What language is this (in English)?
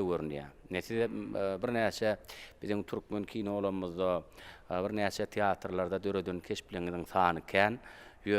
Turkmen